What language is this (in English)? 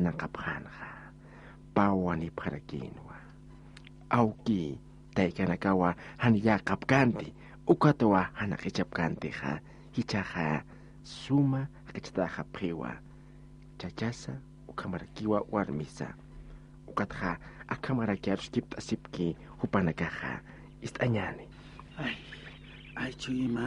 Aymara